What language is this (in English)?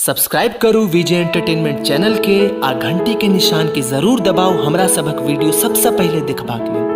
Maithili